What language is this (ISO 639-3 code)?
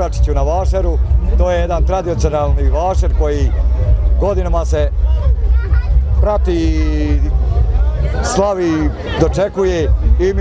bos